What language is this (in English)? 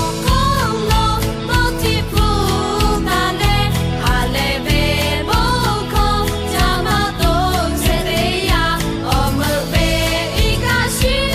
Lahu